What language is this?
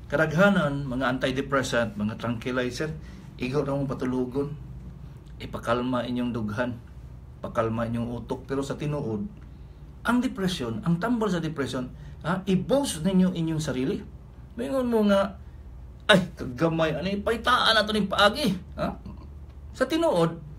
Cebuano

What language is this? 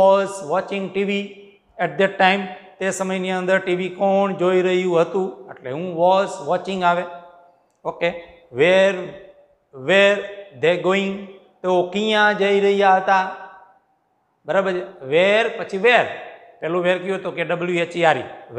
Gujarati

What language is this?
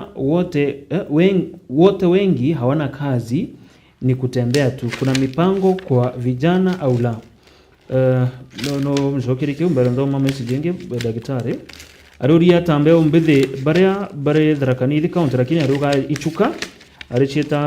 Meru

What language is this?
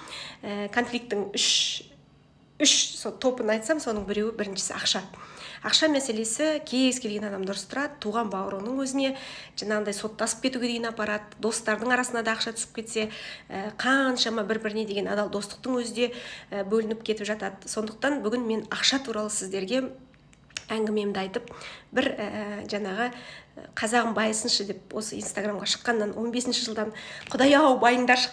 Kazakh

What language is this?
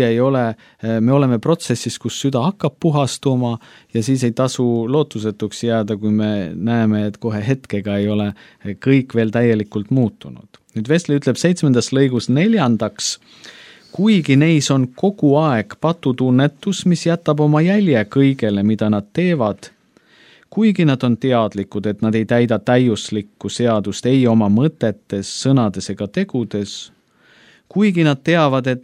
Estonian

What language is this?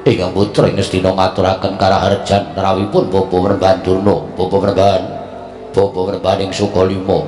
Javanese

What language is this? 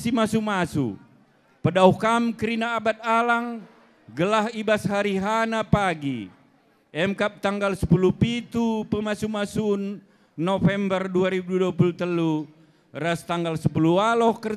Batak Karo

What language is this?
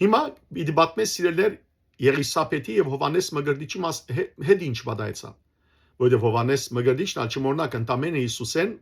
Western Armenian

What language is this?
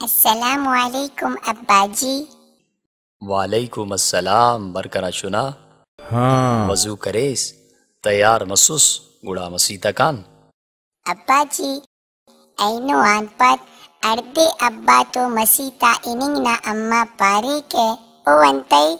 Brahui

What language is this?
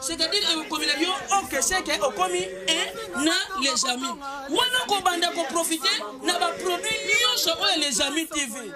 Lingala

